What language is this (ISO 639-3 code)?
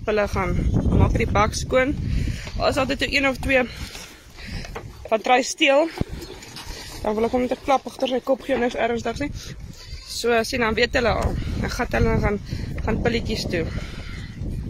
afr